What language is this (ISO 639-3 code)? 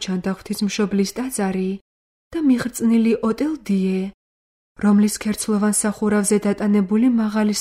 kat